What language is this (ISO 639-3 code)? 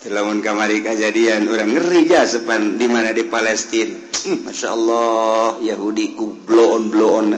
sun